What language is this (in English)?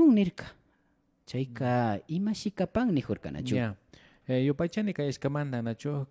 Imbabura Highland Quichua